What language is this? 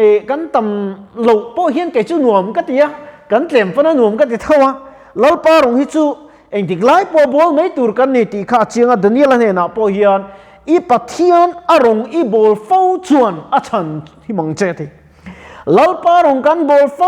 Mizo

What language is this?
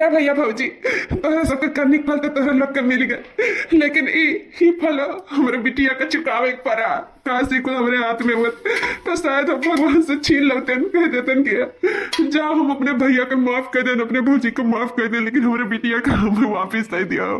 Awadhi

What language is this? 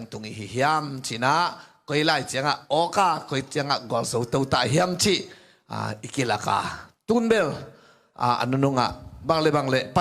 Tedim Chin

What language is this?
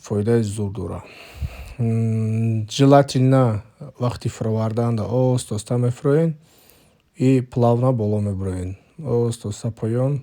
Tajik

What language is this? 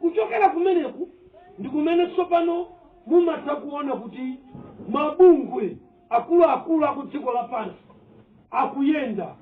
Nyanja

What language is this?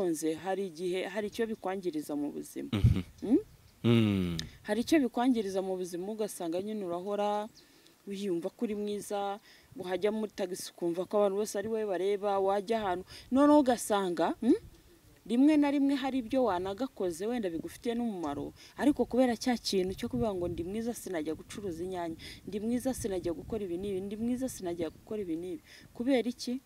Kinyarwanda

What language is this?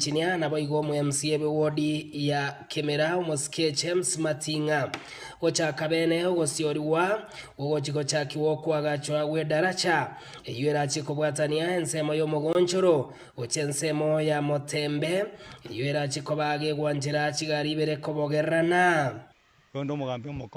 Gusii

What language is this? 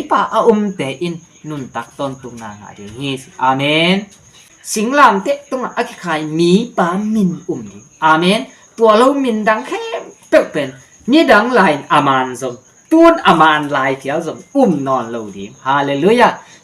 Tedim Chin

